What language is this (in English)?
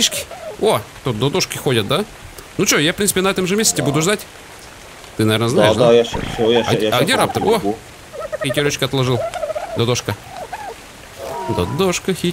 Russian